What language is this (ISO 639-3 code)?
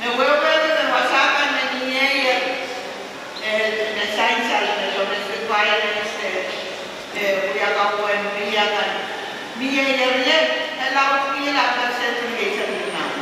pon